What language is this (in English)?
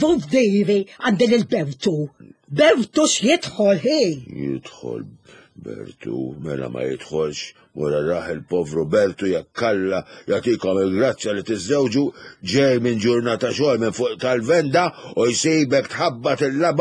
Maltese